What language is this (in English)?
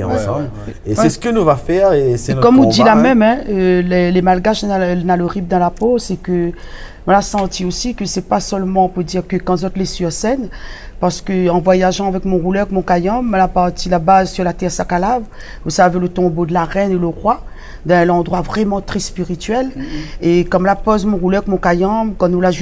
Réunion Creole French